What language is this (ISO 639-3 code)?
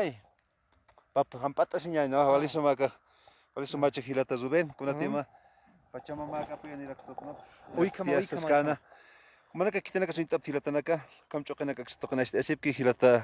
aym